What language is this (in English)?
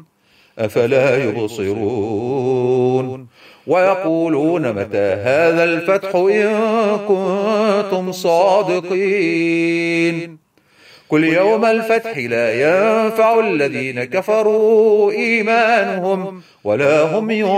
Arabic